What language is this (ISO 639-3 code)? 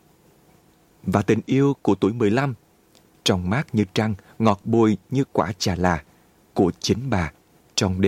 vie